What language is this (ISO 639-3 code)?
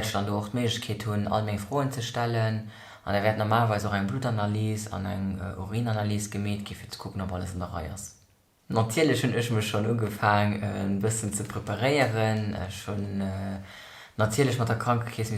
ltz